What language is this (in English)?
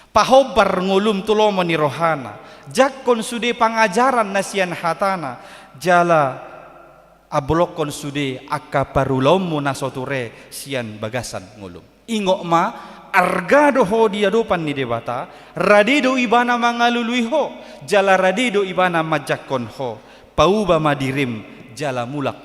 Batak Toba